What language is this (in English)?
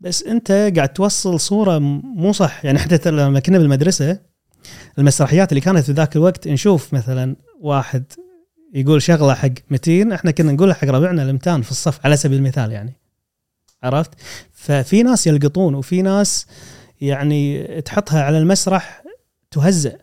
Gulf Arabic